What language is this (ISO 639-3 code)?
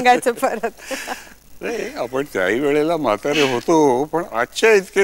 mar